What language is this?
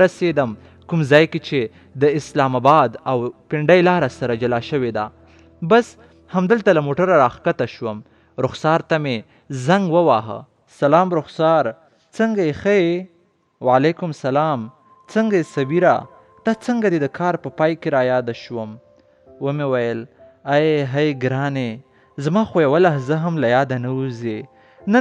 Pashto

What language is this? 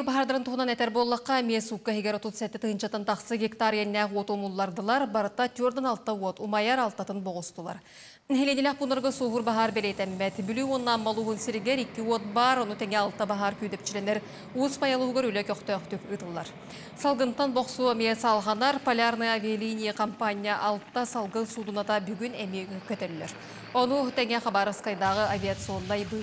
Yakut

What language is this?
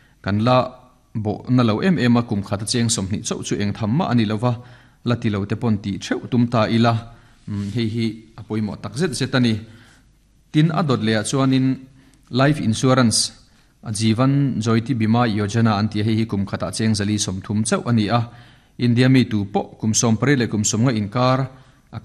Mizo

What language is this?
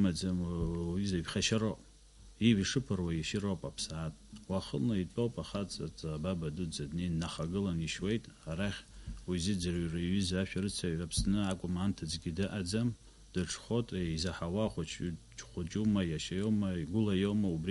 Abkhazian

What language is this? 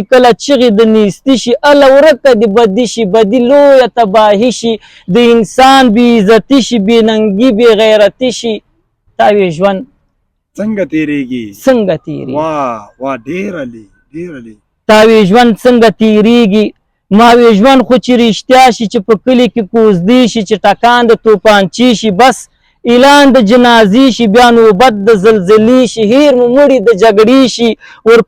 Pashto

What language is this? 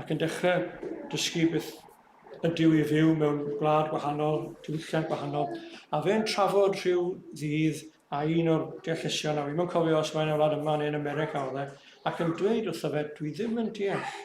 Welsh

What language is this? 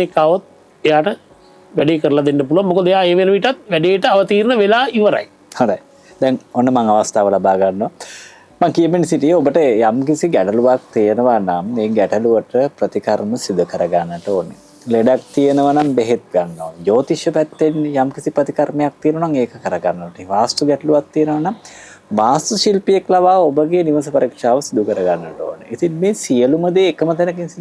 Sinhala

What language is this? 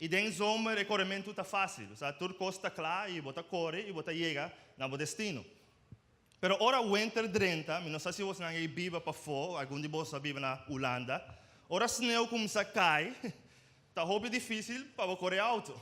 Papiamento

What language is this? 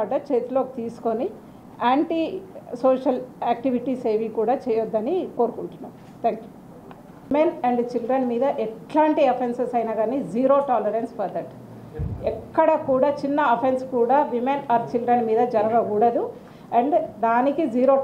Telugu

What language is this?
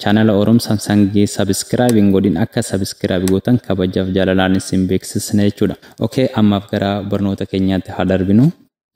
Oromo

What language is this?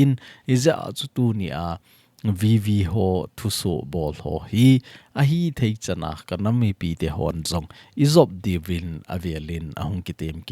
Thado Chin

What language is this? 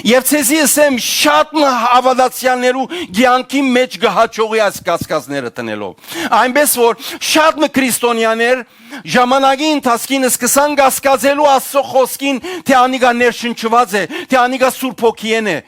Western Armenian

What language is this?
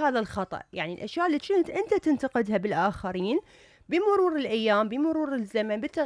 Mesopotamian Arabic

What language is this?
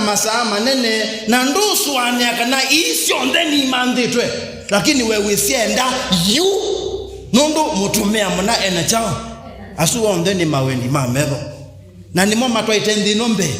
Kamba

